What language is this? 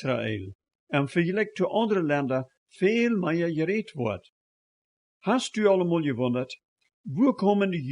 Plautdietsch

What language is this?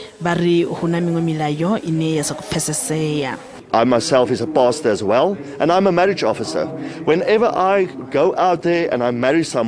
Venda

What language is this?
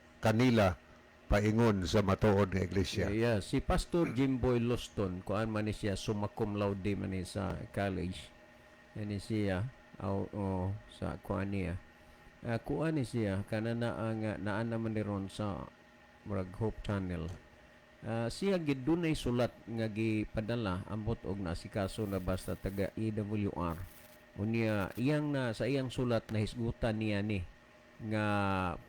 Cebuano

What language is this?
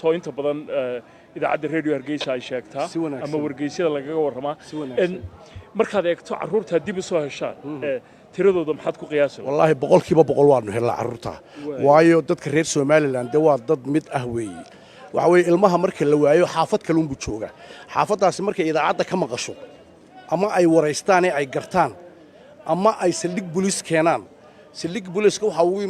Somali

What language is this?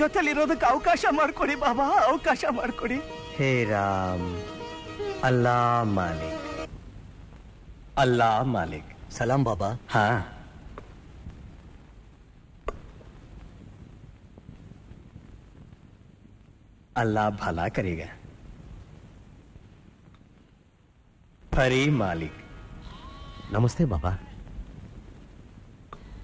Kannada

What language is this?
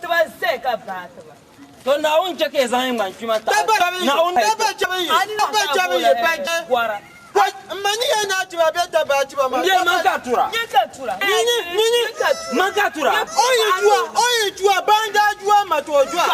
Dagbani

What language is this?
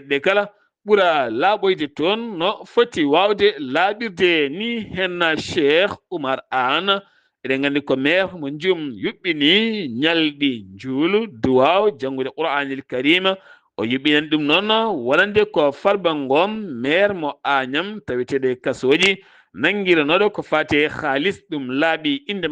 Fula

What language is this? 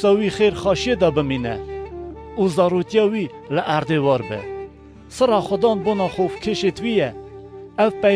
Kurdish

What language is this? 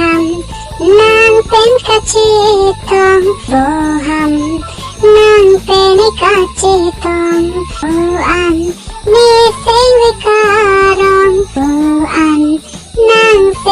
Karbi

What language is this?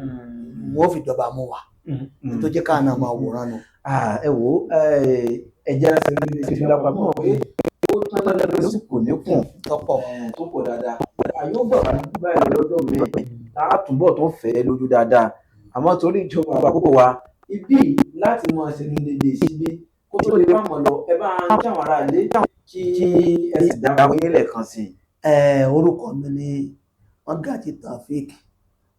Yoruba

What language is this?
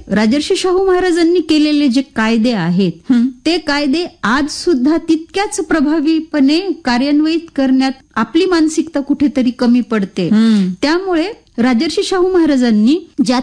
Marathi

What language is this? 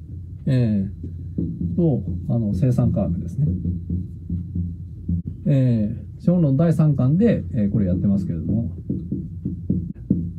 Japanese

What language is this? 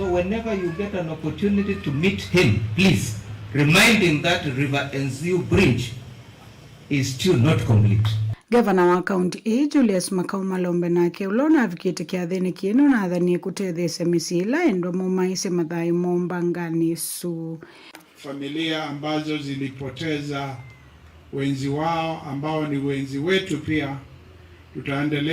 Kamba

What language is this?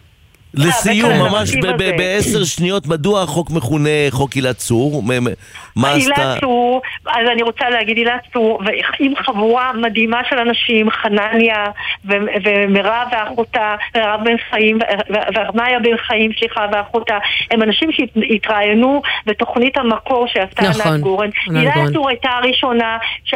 Hebrew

